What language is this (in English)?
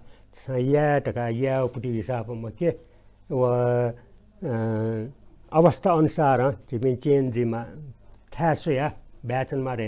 Newari